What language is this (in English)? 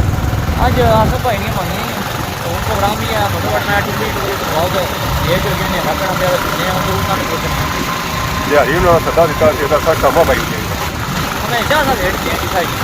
Pahari-Potwari